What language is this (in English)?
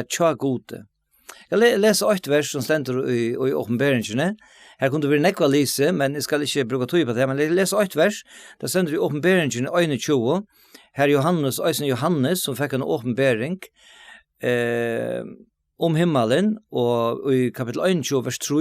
Faroese